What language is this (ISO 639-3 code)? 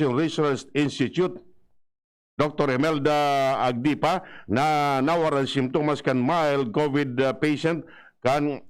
bik